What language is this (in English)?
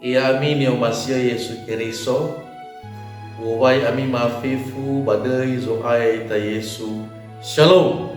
Nias